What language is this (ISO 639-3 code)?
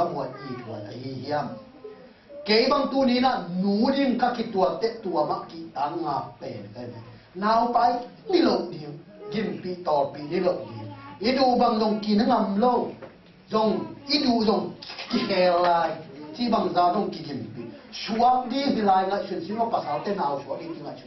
ctd